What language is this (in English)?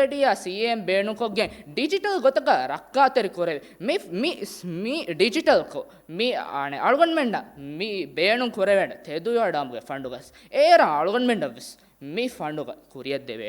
Divehi